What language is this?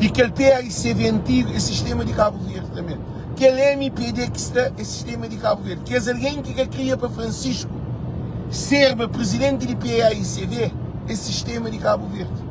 Kabuverdianu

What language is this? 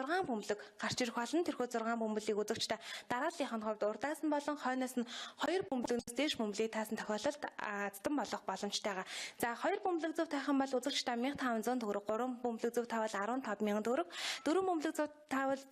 Mongolian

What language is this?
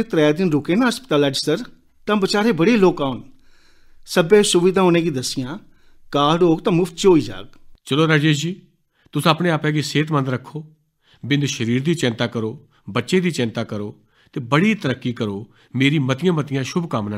Dogri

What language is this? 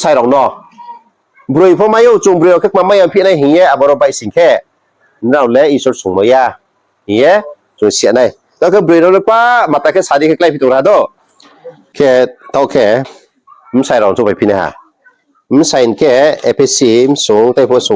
Riang (India)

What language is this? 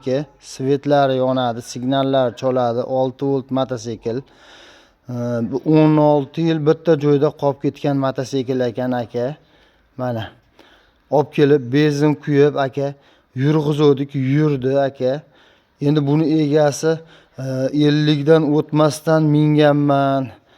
Uzbek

